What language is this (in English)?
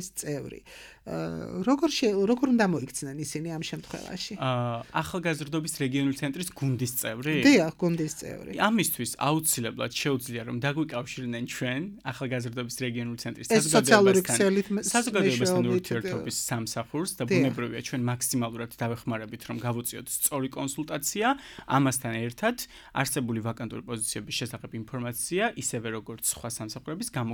Georgian